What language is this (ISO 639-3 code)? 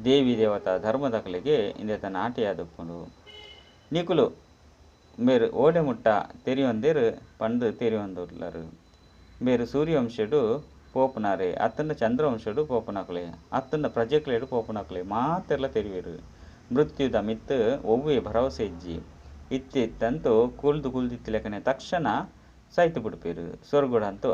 tcy